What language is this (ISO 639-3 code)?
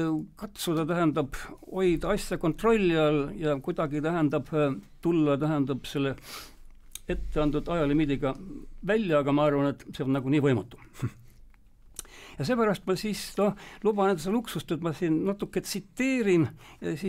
est